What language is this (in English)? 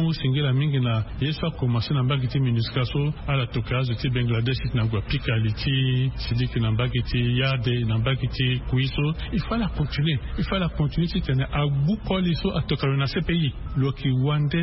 Sango